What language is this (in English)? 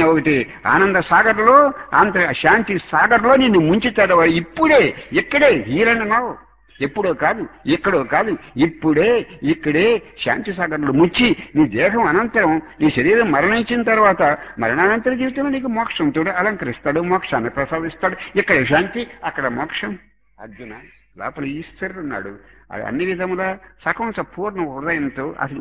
Telugu